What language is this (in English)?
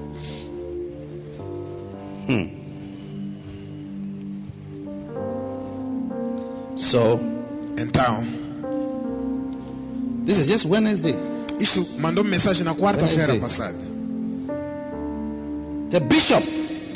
Portuguese